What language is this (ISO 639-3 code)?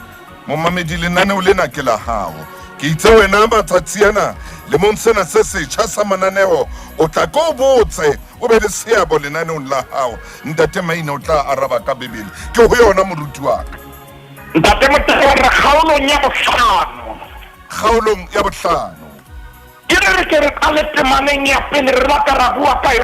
sot